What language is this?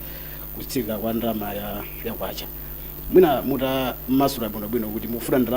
Nyanja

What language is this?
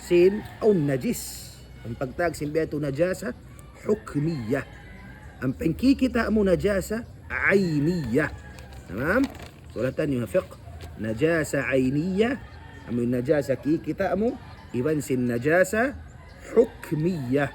Tausug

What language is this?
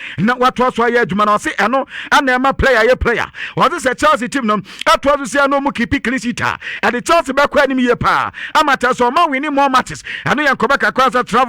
Akan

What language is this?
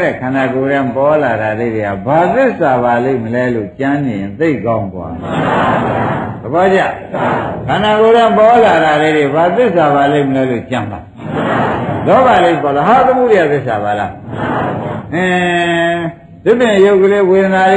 Burmese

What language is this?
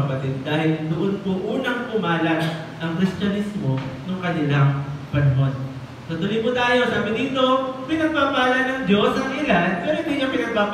Filipino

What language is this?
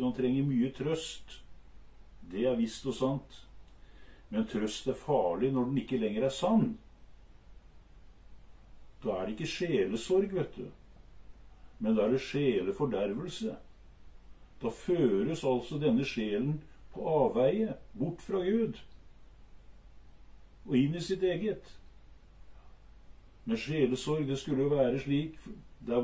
Norwegian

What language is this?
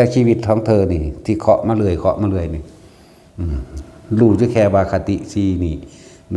Northeastern Thai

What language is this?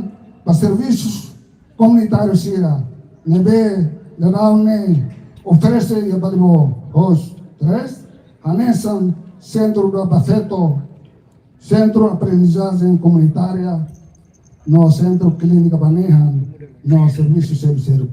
Tetum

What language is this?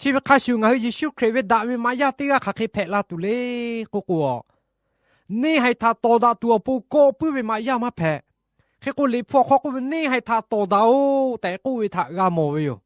Lahu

